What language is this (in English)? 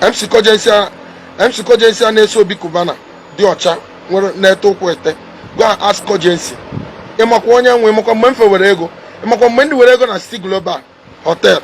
Igbo